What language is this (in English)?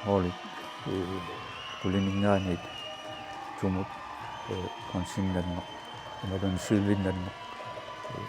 Kalaallisut